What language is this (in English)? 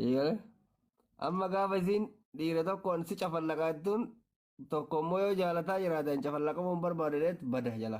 Oromo